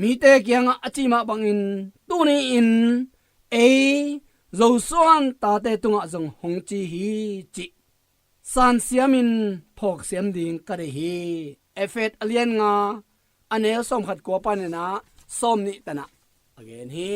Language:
Tedim Chin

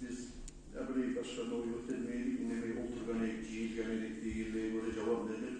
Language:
Kumyk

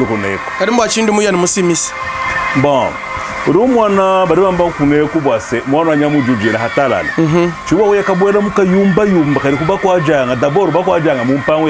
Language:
Luba-Lulua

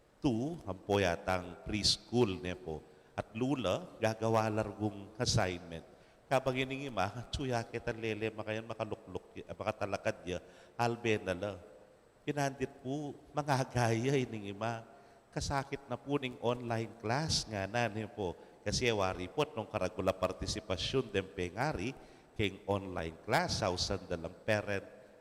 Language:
Pampanga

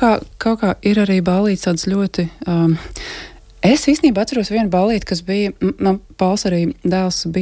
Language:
Latvian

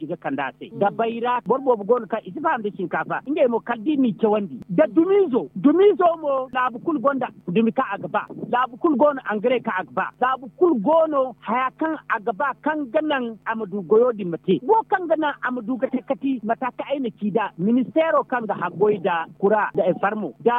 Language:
Zarma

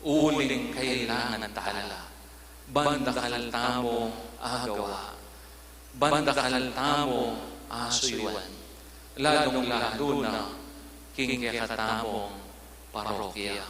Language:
Pampanga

